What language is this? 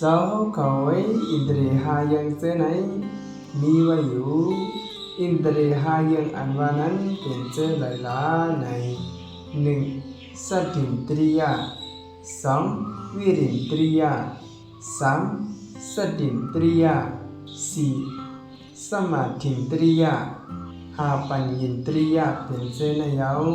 Shan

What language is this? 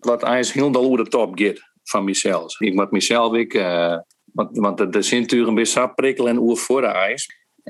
Western Frisian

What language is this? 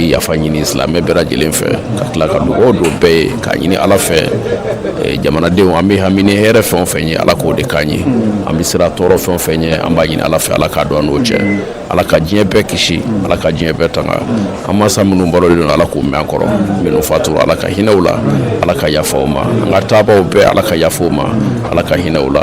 Bambara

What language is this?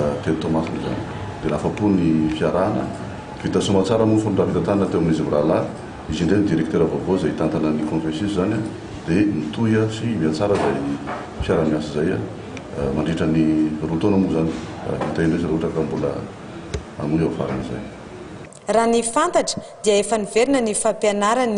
Malagasy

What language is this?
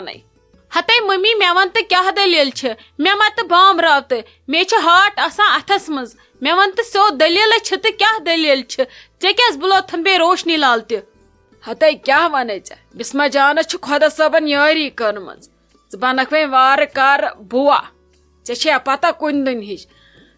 Kashmiri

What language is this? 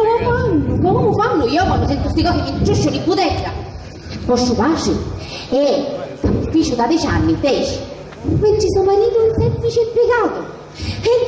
Sicilian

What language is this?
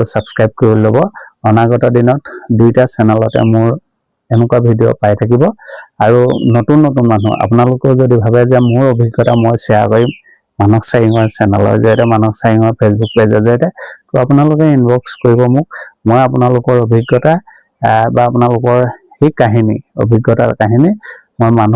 Assamese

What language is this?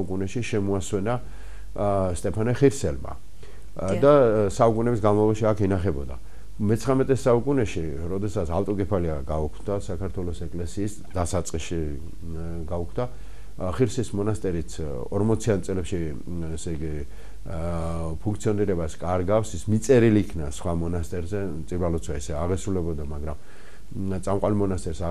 Georgian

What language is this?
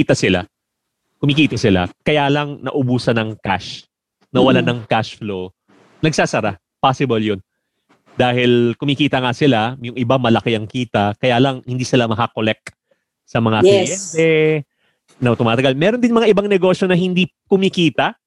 Filipino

